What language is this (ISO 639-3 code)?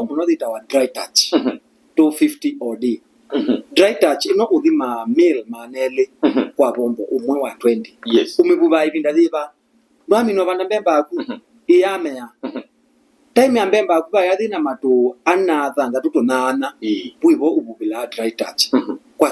kam